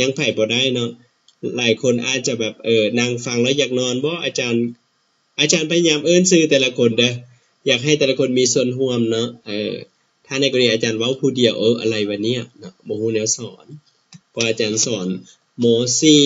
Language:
Lao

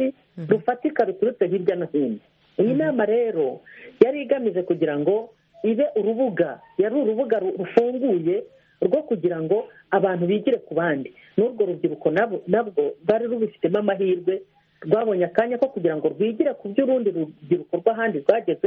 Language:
Kinyarwanda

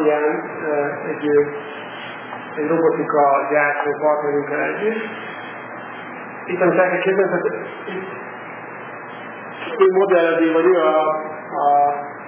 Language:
Hungarian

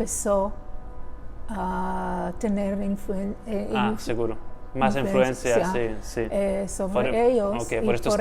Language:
Ladino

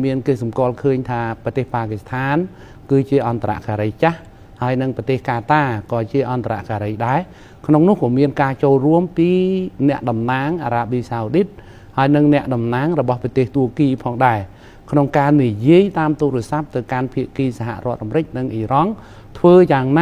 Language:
Khmer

